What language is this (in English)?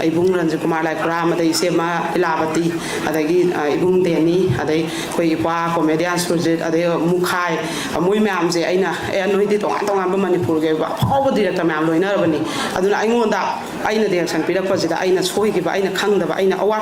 Manipuri